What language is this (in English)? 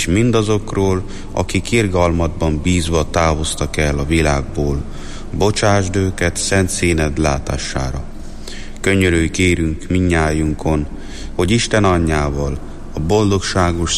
Hungarian